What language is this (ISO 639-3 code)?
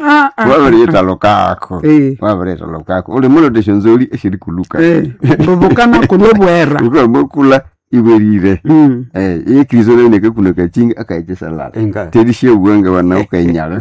nnb